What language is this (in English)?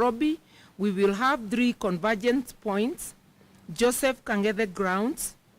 Kamba